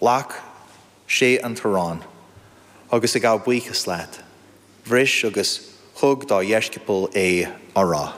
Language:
Irish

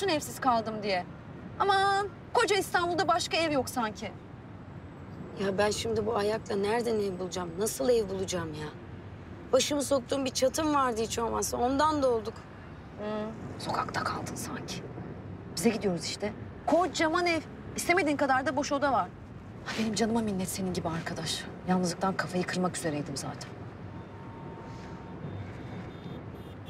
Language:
Turkish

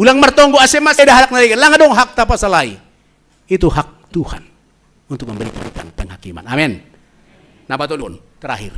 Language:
Batak Simalungun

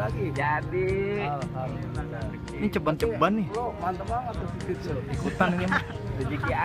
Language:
Betawi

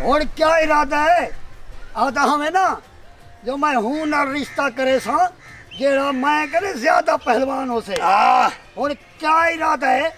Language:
Saraiki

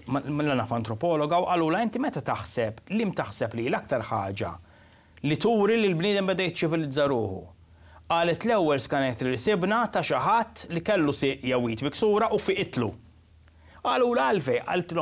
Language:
Maltese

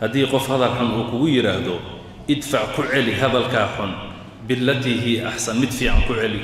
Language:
Somali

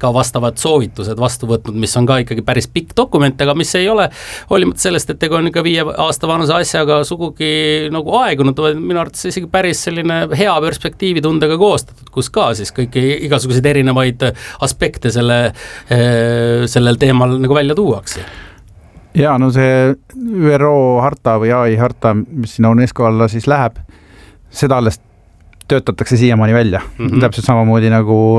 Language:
Estonian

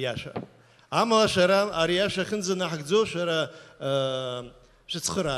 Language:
Abkhazian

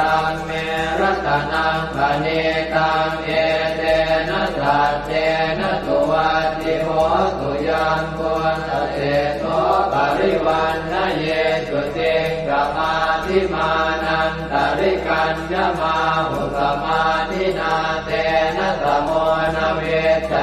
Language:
Pali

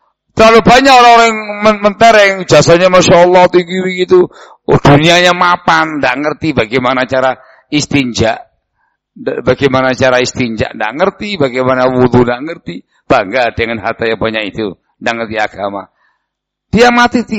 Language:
Indonesian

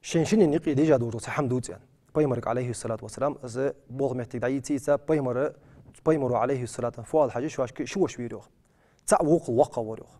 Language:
Ingush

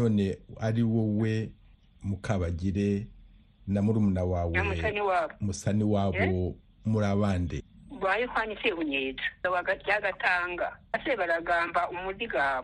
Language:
Kinyarwanda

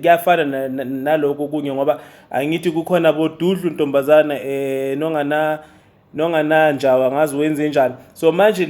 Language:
Zulu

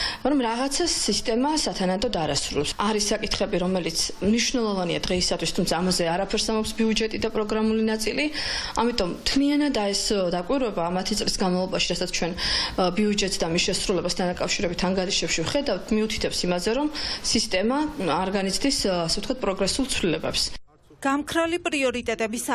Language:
Georgian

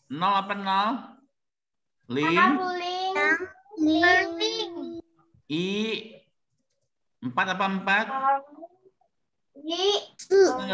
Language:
Indonesian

